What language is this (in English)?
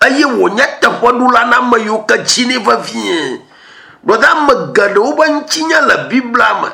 Ewe